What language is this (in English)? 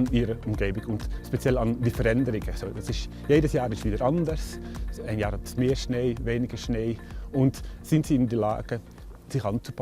Romansh